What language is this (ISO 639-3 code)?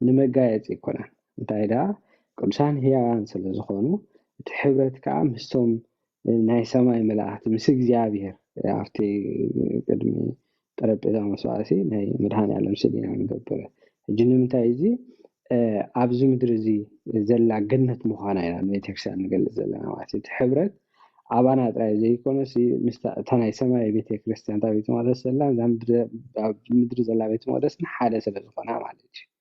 tir